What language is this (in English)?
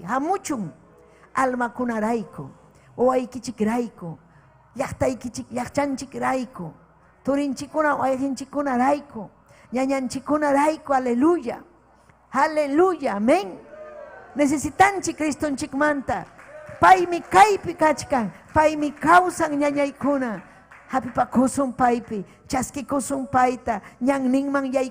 Ayacucho Quechua